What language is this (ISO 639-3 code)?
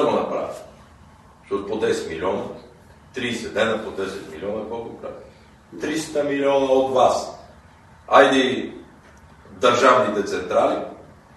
bul